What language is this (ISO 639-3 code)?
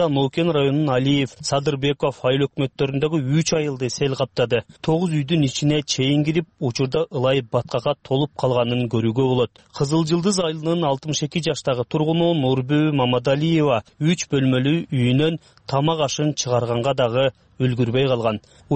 kir